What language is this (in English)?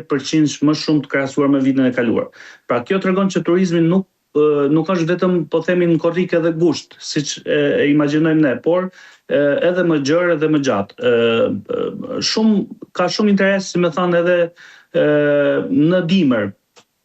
Albanian